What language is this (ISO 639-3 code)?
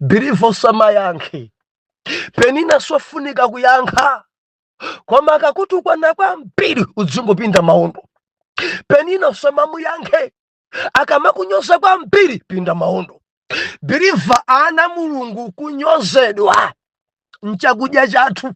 nya